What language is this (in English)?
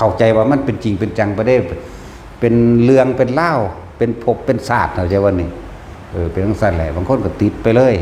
Northeastern Thai